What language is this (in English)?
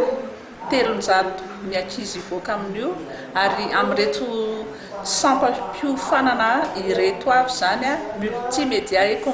Malagasy